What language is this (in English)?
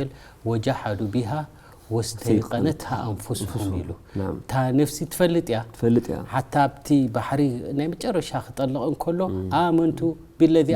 Tigrinya